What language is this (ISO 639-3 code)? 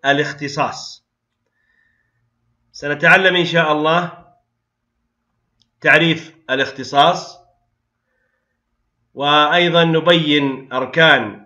ara